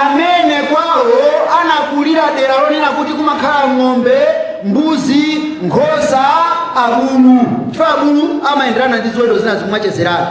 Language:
Nyanja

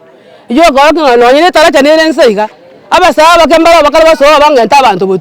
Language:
Gusii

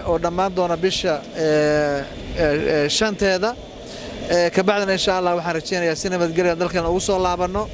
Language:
Somali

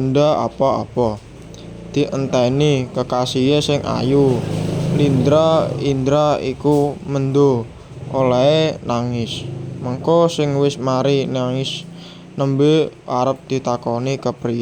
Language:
Javanese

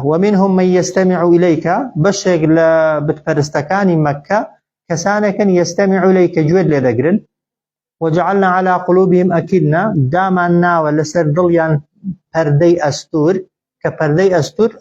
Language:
Central Kurdish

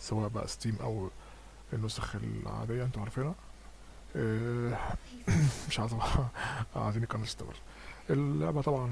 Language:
Egyptian Arabic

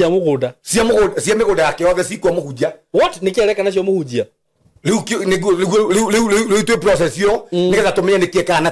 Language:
Kikuyu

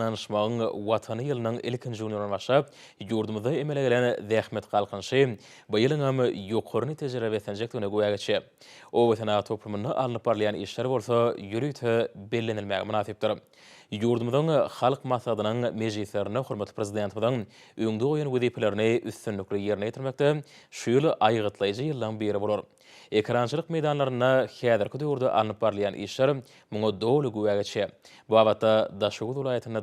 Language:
Turkmen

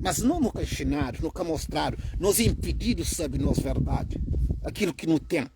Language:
Kabuverdianu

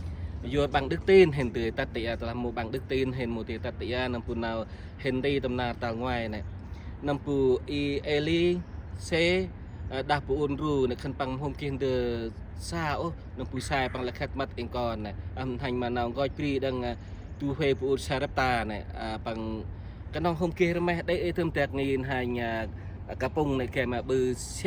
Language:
Central Mnong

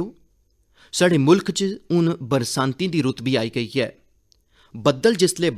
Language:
Dogri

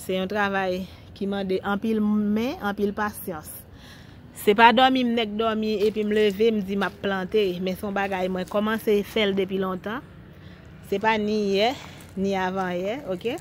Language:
Haitian Creole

